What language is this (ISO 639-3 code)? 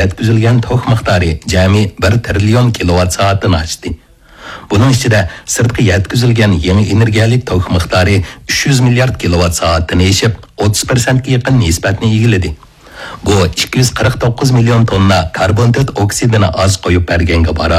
uig